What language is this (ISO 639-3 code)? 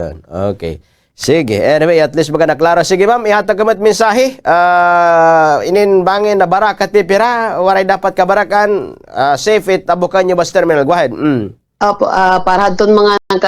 war